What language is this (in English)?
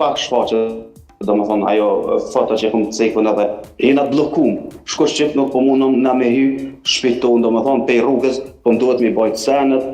Albanian